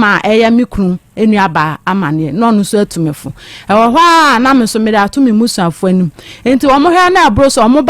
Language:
Akan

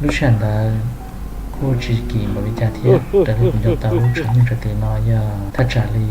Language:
Hmong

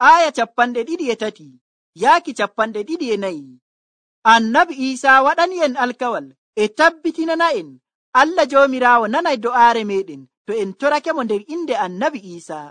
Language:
Nigerian Fulfulde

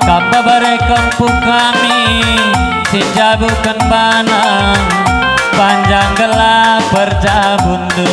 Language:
Batak Karo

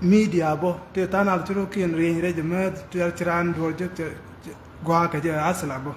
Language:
Nuer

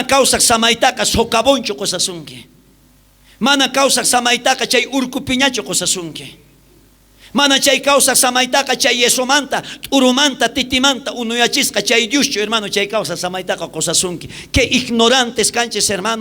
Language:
South Bolivian Quechua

